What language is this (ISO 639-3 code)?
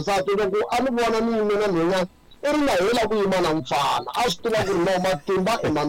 tso